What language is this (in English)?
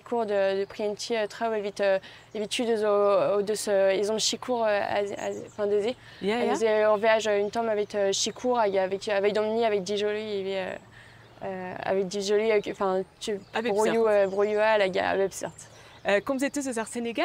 Breton